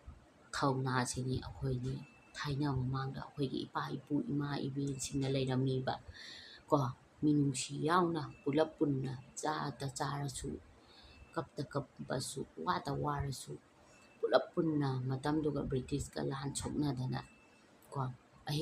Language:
Manipuri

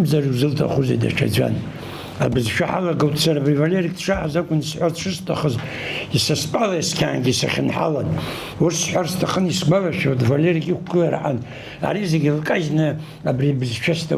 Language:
Abkhazian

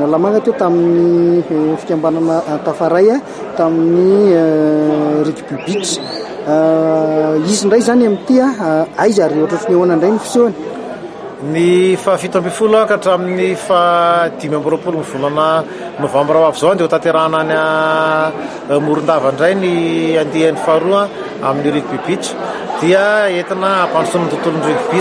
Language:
Malagasy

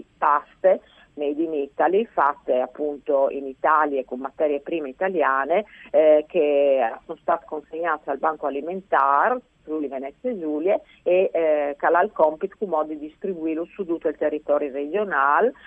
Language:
Friulian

